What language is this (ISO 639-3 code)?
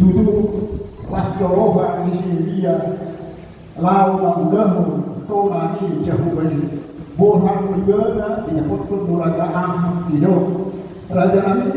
bbc